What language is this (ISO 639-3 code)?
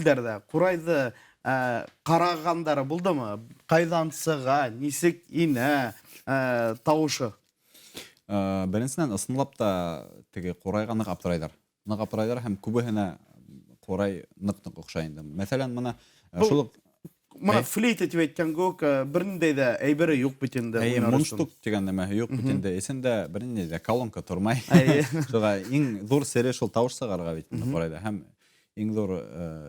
bak